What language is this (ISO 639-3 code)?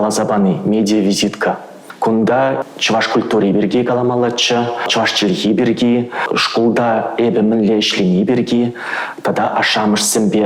chv